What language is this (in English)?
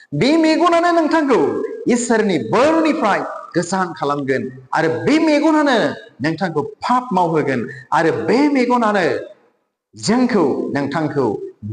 Bodo